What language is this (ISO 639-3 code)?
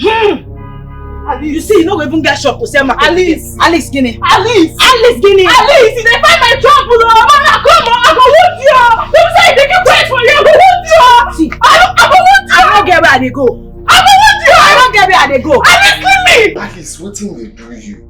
pcm